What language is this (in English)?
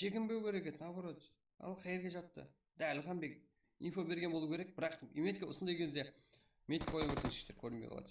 Kara-Kalpak